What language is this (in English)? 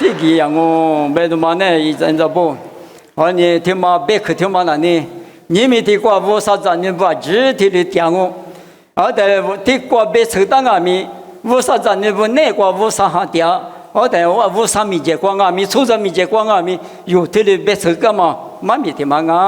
Lisu